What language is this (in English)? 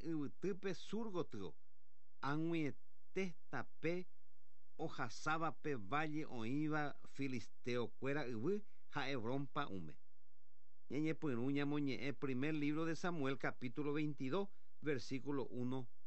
Guarani